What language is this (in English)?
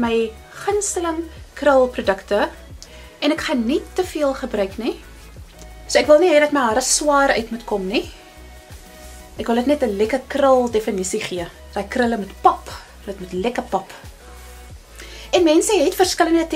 Afrikaans